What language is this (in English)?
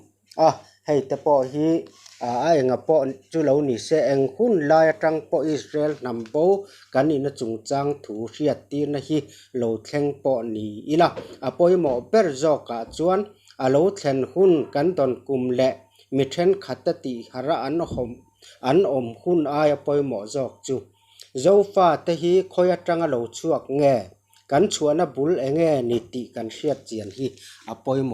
Mizo